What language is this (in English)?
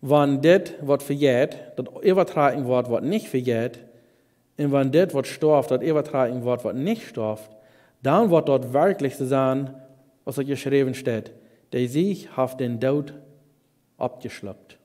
Plautdietsch